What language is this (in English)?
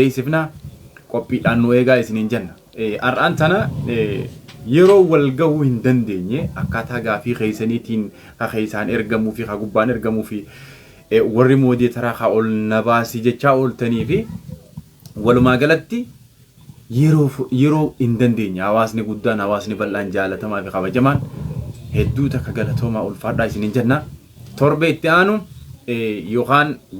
Oromo